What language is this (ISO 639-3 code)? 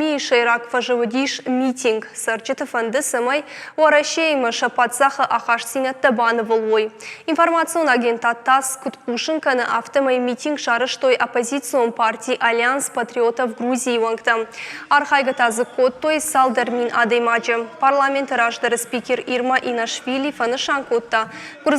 oss